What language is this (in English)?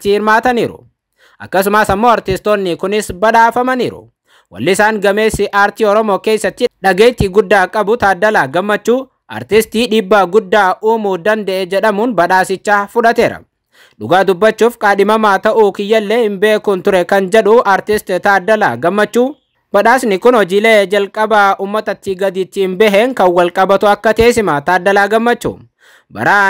Oromo